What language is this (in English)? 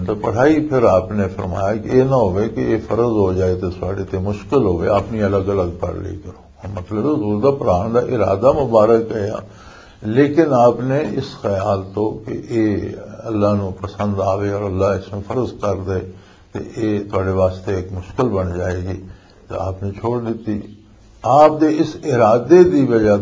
Western Panjabi